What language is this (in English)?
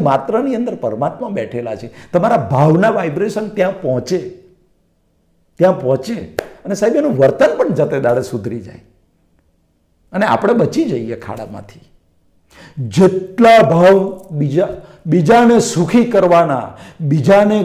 Gujarati